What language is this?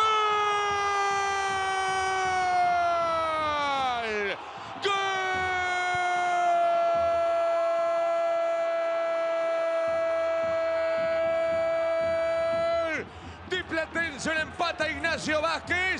Spanish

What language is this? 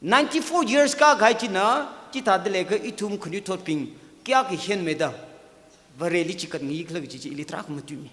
Tangkhul Naga (India)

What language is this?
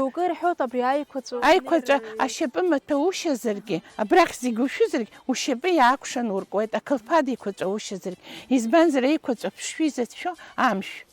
Abkhazian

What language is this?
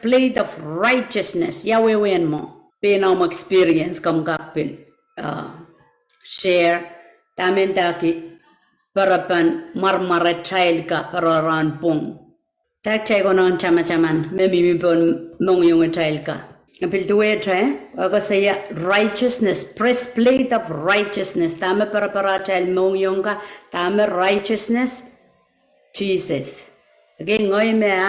Pohnpeian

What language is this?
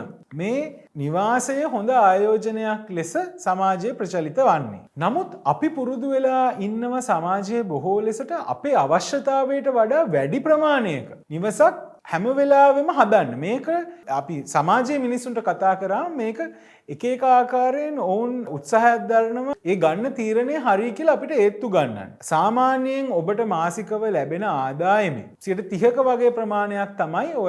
Sinhala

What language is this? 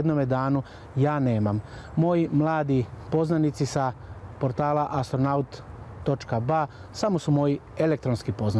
Bosnian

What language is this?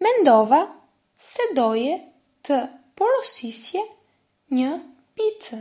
Albanian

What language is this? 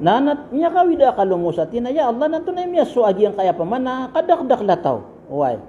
Maranao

